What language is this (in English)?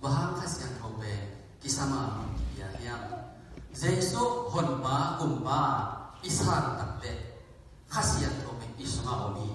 Tedim Chin